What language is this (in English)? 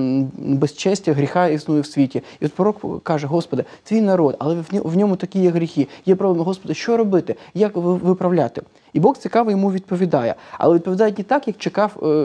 Ukrainian